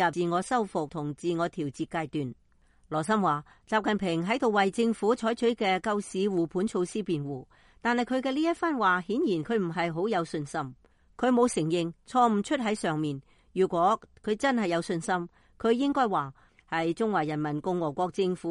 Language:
Cantonese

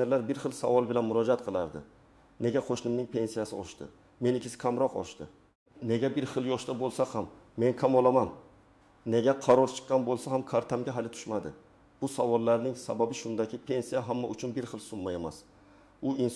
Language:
Uzbek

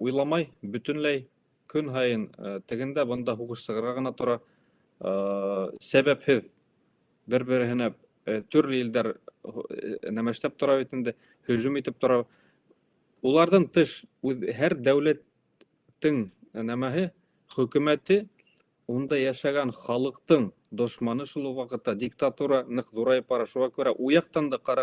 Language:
Bashkir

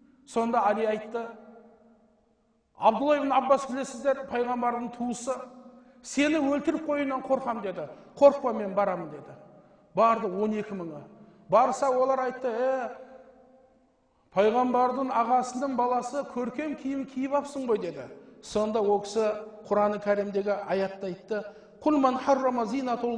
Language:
Kazakh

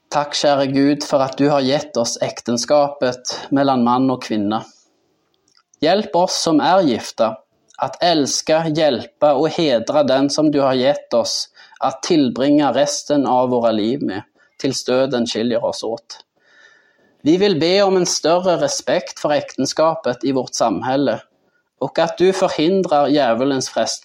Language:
Swedish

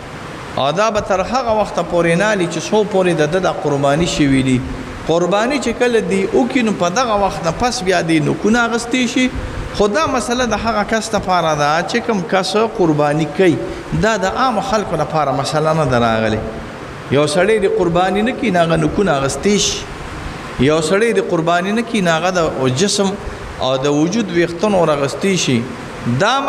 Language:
Pashto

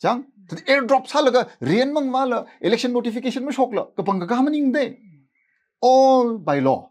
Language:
Tangkhul Naga (India)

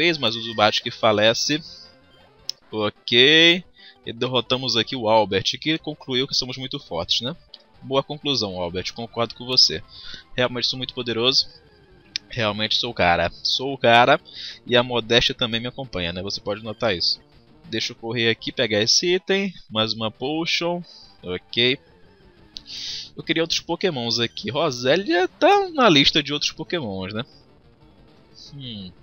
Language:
Portuguese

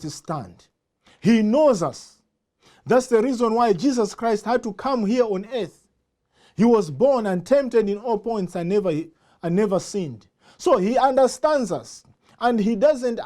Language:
English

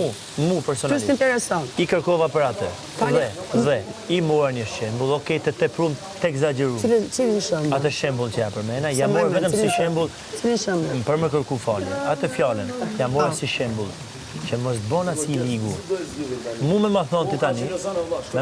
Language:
Albanian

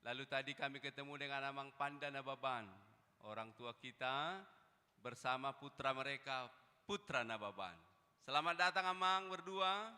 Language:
Batak Toba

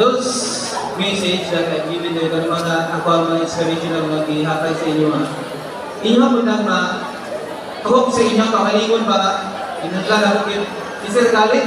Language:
Cebuano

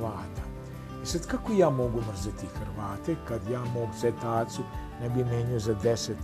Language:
Serbian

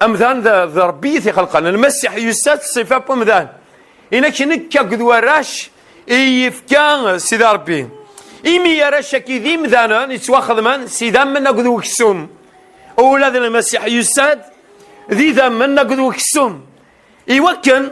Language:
Kabyle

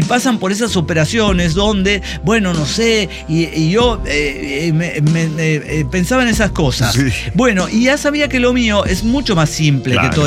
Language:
Spanish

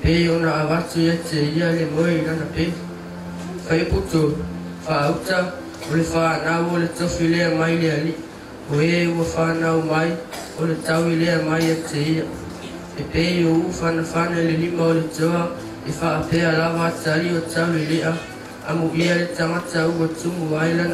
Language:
Samoan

